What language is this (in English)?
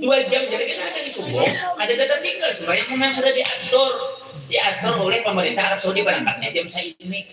Banjar